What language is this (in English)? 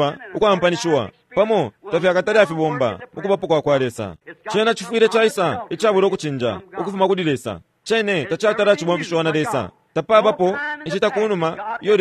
Bemba